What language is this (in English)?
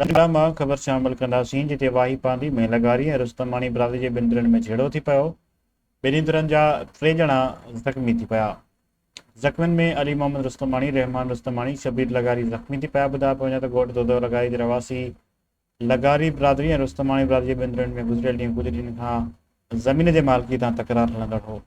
Sindhi